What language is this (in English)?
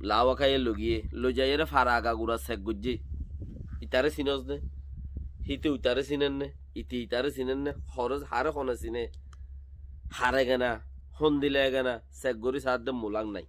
Rohingya